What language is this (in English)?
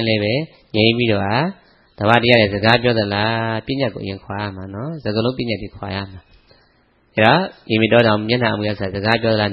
Burmese